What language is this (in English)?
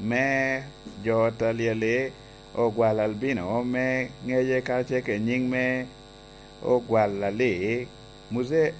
Lango (Uganda)